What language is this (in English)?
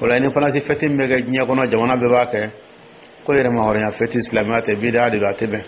Dyula